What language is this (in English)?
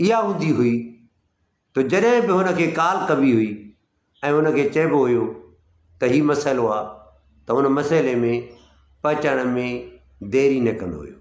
Sindhi